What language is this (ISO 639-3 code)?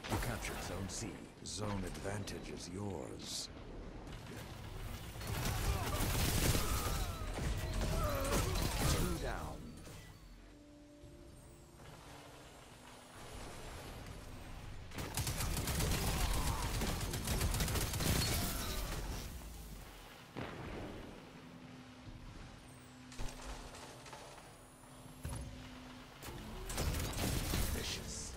eng